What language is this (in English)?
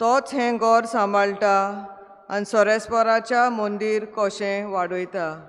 Konkani